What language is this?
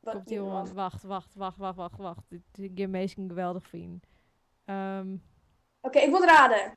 Western Frisian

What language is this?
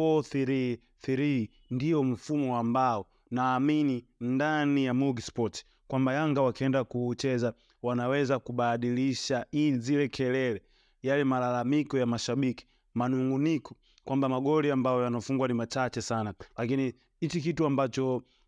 Swahili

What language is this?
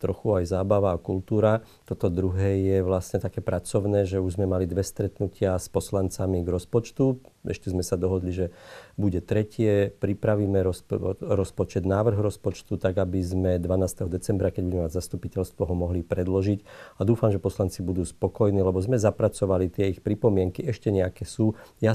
Slovak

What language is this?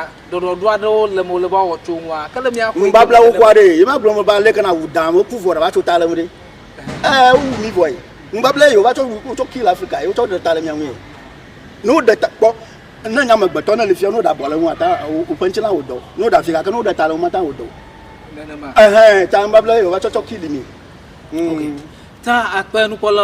Ewe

